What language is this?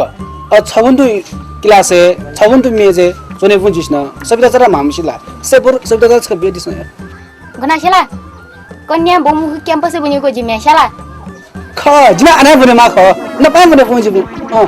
Newari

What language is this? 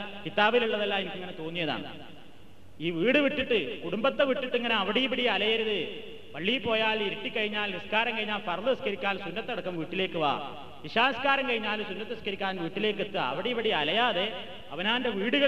Malayalam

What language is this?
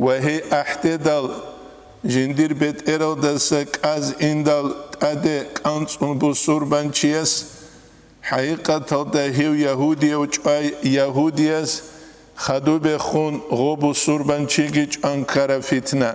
Avaric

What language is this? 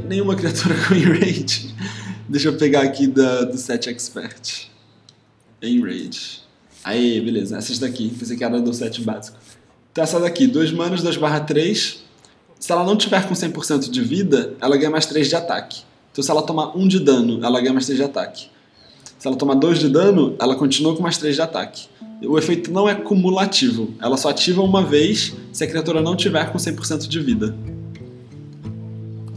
Portuguese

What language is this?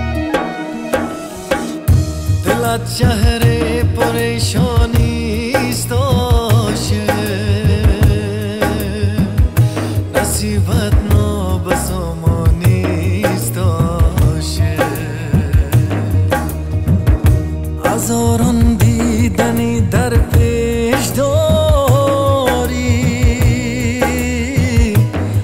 Persian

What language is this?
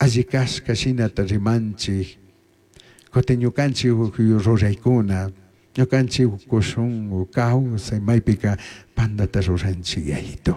Chimborazo Highland Quichua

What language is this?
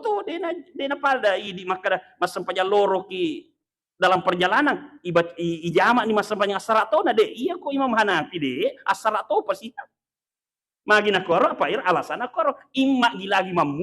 Buginese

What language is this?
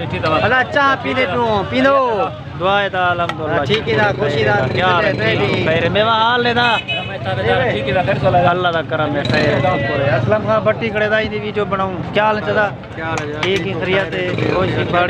Saraiki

